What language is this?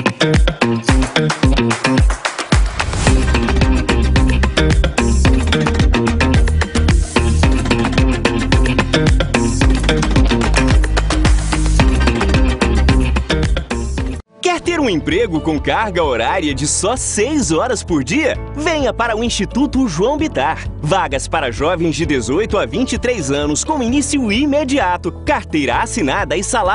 Portuguese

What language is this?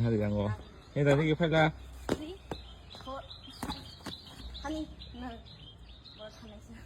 Kok Borok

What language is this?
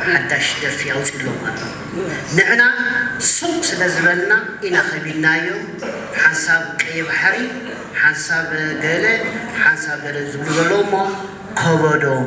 Tigrinya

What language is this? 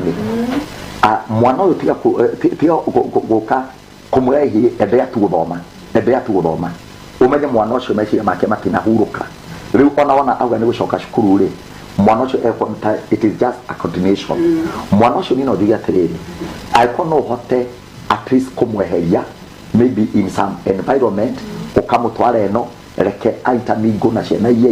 Kikuyu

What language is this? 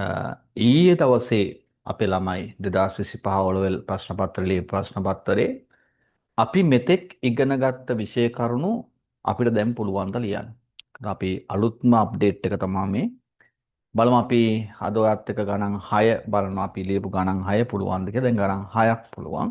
Sinhala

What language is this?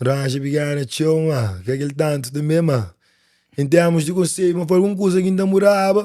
Kabuverdianu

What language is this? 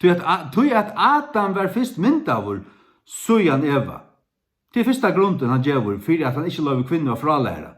Faroese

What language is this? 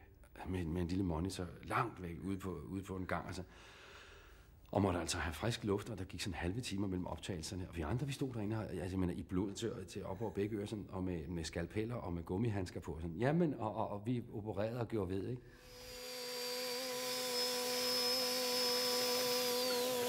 Danish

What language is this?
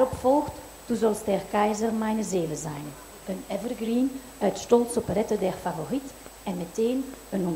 Dutch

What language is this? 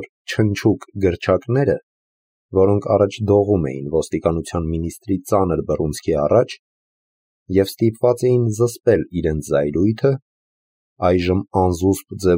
Armenian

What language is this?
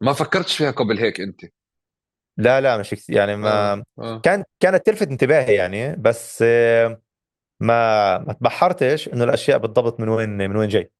North Levantine Arabic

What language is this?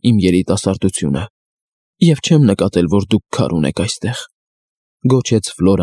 Armenian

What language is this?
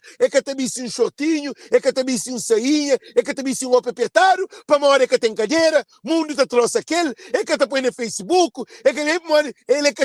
Kabuverdianu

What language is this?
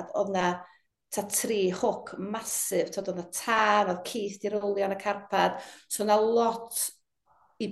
Welsh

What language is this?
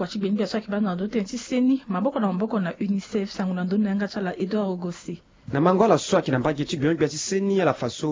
Sango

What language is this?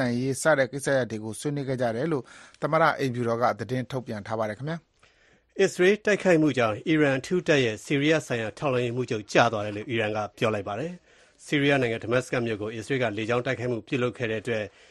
Burmese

